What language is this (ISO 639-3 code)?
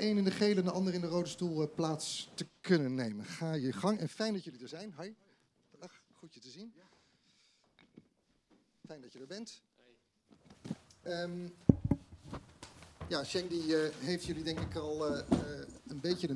nld